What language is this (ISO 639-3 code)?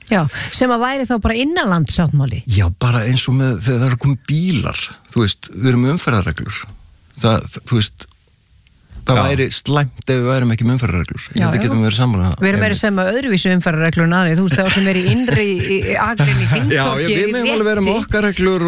isl